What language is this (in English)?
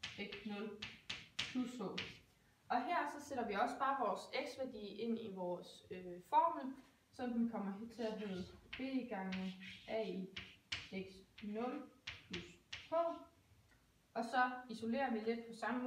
Danish